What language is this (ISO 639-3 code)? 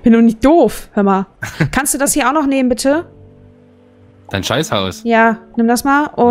deu